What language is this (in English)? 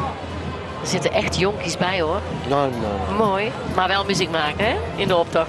Dutch